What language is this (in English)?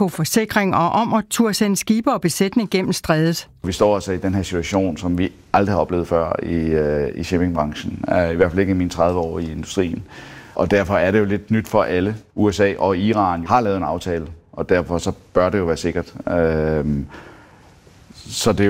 Danish